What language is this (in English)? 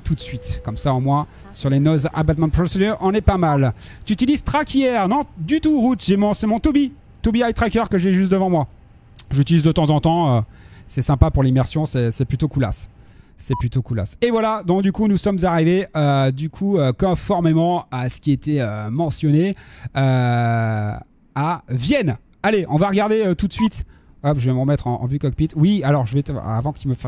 French